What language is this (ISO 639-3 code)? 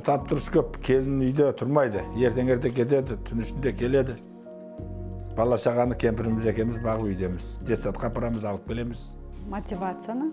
kaz